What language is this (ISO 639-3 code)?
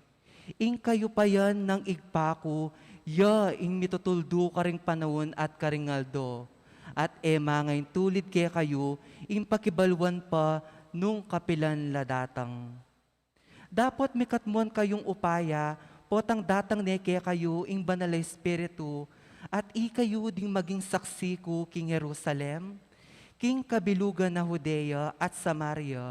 pam